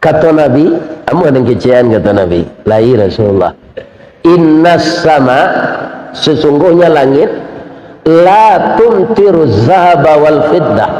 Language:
Minangkabau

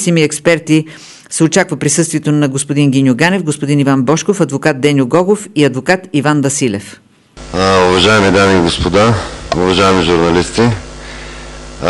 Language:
Bulgarian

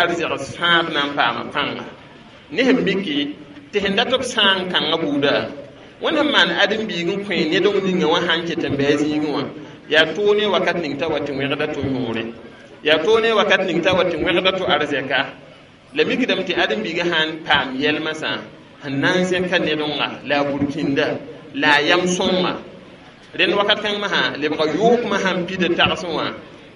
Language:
Mossi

